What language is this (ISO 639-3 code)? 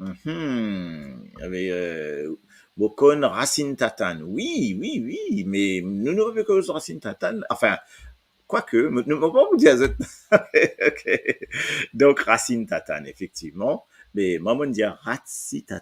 mfe